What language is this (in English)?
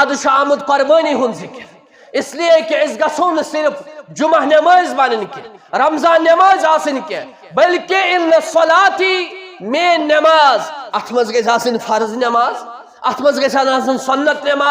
Kashmiri